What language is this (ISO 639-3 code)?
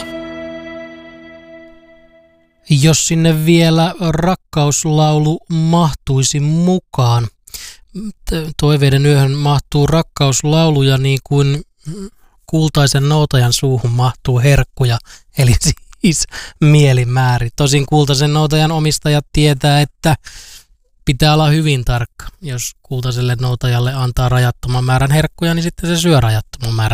fin